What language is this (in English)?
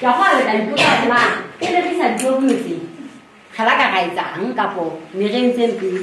Southern Sotho